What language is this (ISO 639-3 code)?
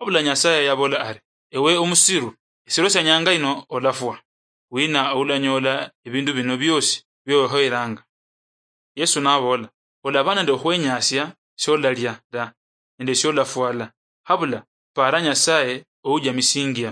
luy